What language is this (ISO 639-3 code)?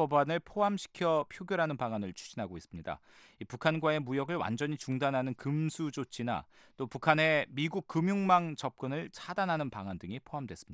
kor